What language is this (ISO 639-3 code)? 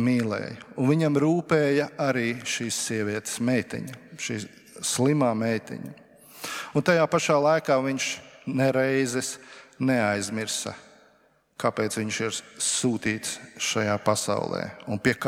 lav